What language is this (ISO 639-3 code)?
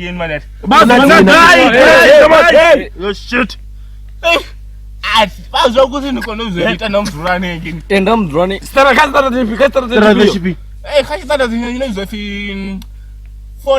ven